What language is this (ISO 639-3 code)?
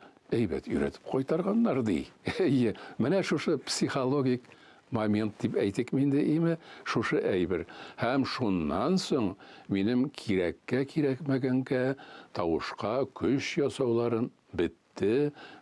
tat